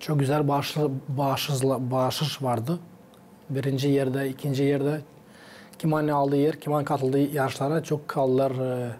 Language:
Gagauz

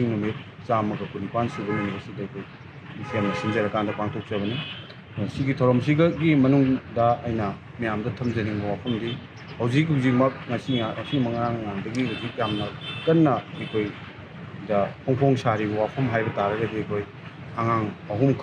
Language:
Manipuri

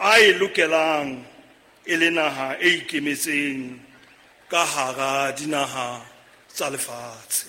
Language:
Southern Sotho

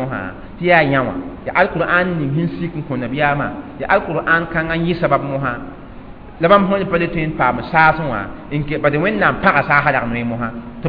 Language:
Mossi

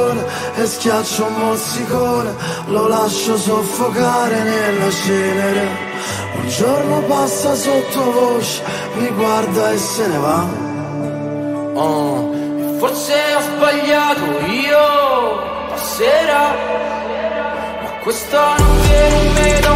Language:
Italian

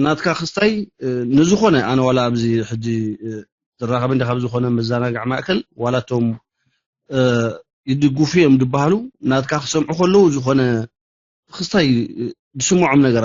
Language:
Tigrinya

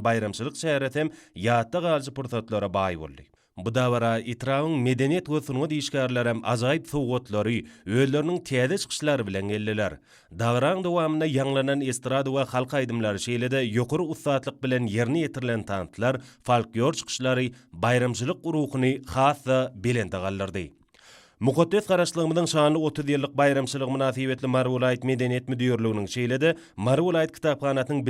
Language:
Turkmen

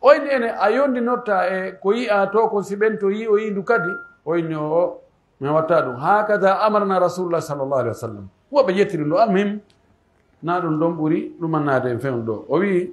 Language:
Pular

